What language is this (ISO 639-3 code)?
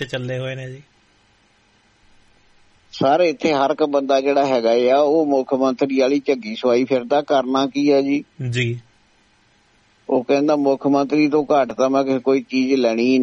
pan